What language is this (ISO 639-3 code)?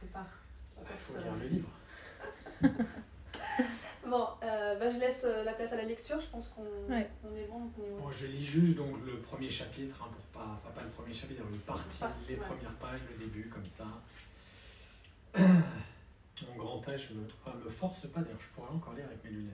fra